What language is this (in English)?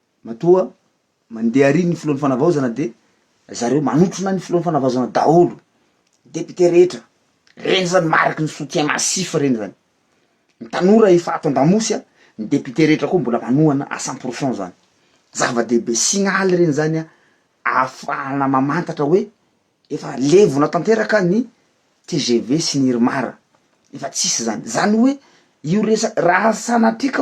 Malagasy